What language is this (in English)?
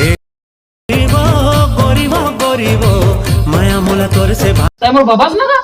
Chhattisgarhi